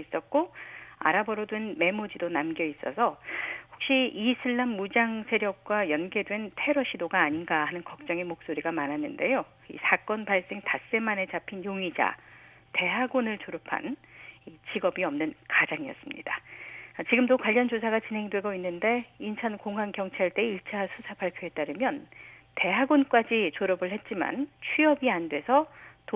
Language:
Korean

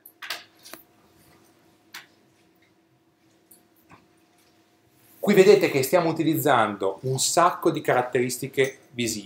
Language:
Italian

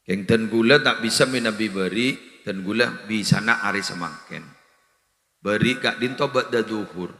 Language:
Madurese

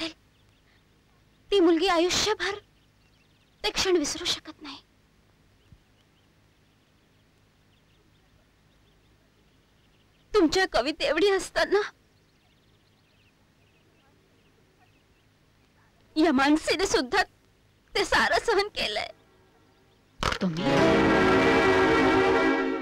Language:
Marathi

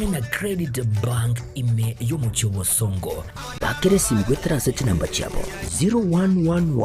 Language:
Gusii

